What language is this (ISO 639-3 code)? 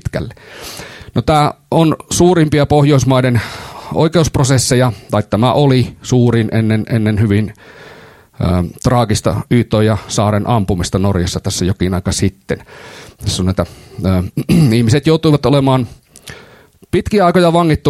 fin